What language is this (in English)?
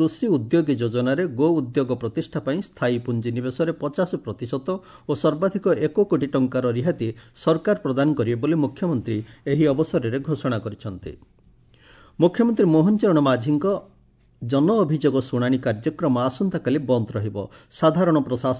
Odia